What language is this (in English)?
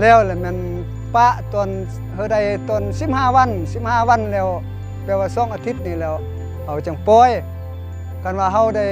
Lao